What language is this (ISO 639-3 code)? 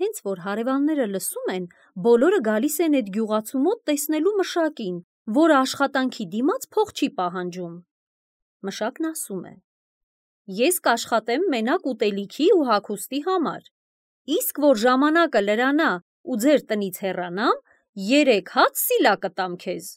hye